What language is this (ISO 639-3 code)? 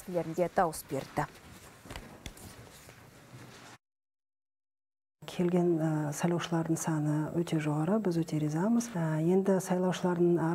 kaz